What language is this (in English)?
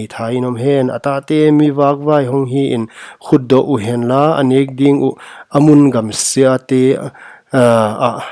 Paite Chin